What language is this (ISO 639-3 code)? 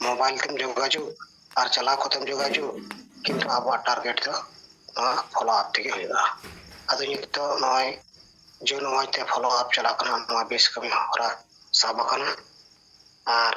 sat